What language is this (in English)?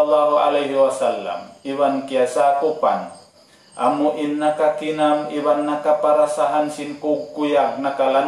Tausug